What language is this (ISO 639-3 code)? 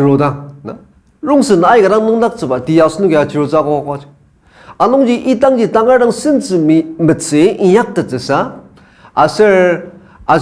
njo